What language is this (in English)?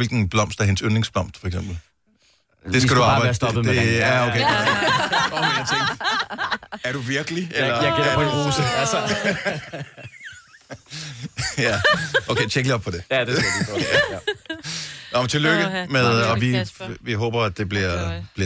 Danish